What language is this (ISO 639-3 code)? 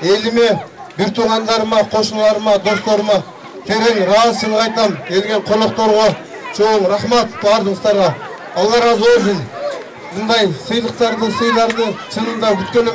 kir